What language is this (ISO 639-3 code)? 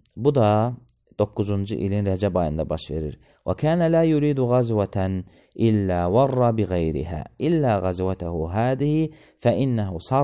aze